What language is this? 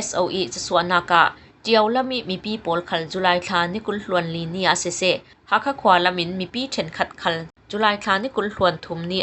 Falam Chin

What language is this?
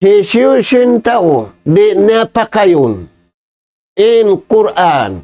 Tausug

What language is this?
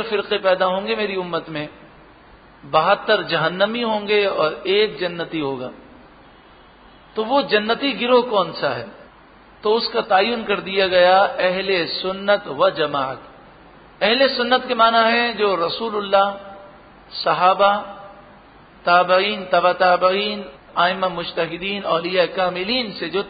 Urdu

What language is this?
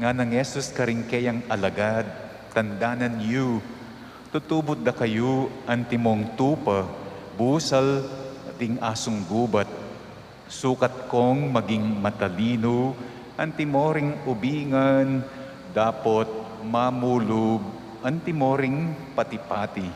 Pampanga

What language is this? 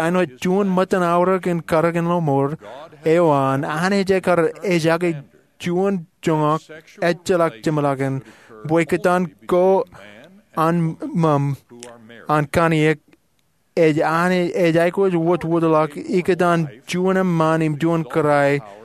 Marshallese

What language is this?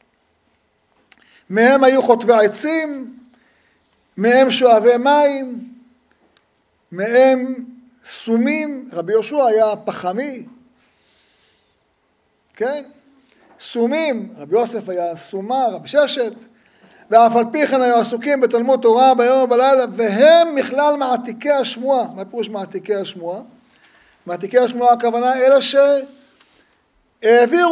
Hebrew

